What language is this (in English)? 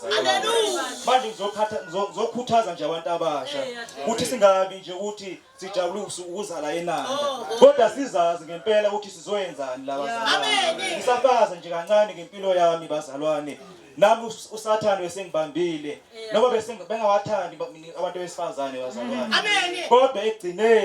Zulu